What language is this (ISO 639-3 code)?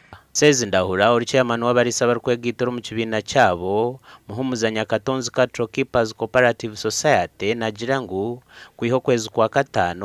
nyn